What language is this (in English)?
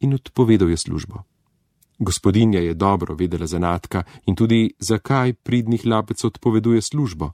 Slovenian